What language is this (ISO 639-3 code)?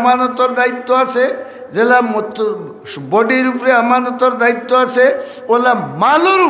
syl